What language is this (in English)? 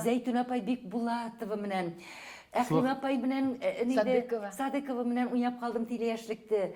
Bashkir